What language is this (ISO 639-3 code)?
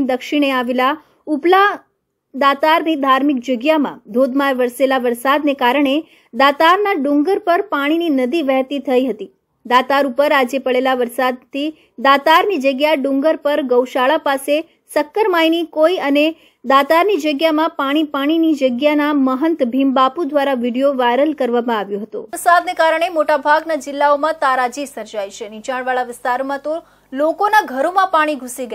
guj